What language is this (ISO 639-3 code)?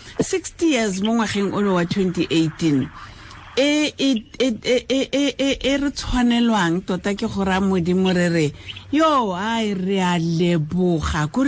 tsn